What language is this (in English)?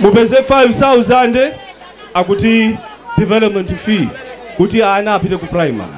Nyanja